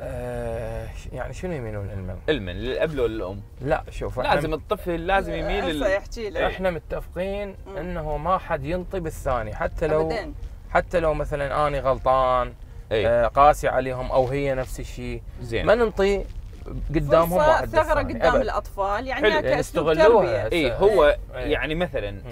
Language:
Mesopotamian Arabic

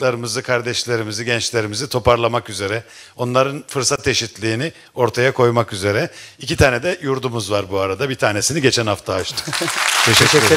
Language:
Turkish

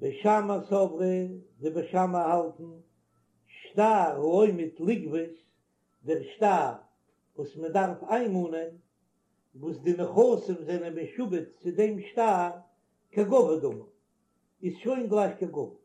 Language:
Yiddish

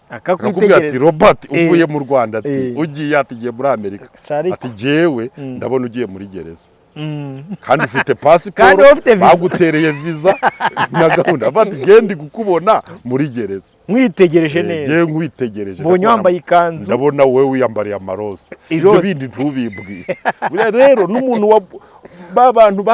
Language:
Kinyarwanda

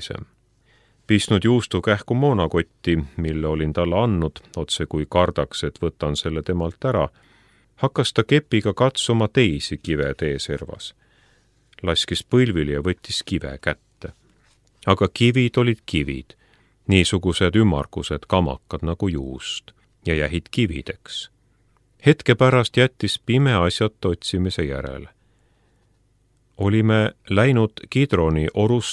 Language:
Estonian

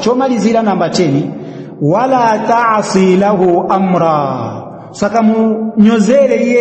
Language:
Nyanja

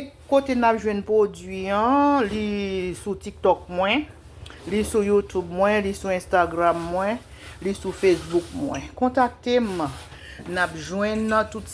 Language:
Haitian Creole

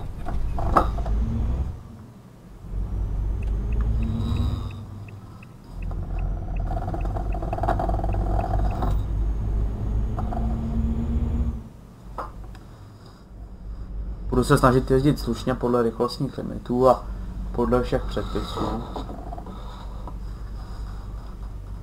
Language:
Czech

